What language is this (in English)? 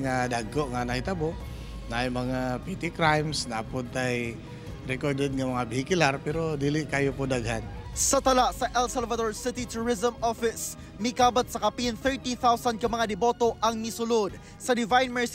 Cebuano